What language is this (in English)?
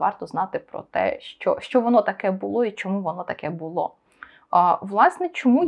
Ukrainian